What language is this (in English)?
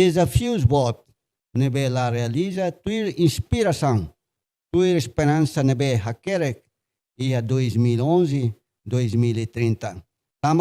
Tetum